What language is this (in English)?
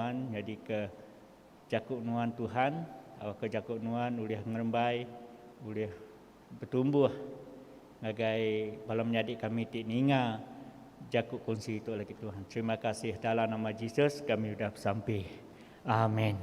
Iban